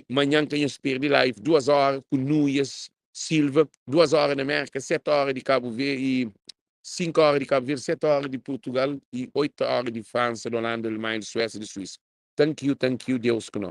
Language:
Kabuverdianu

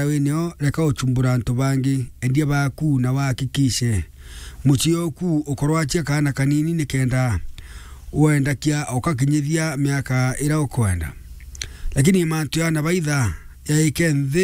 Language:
Meru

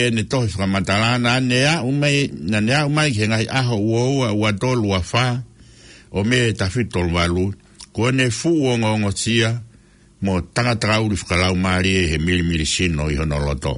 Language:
Tongan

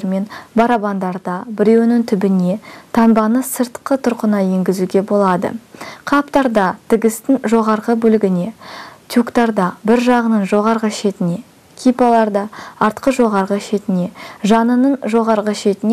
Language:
Kazakh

